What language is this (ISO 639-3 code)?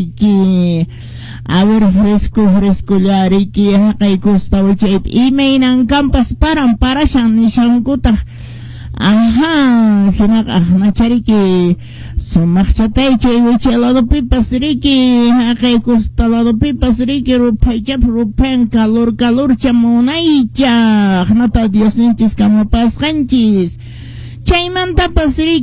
que